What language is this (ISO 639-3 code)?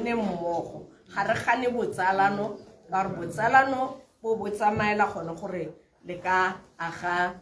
tsn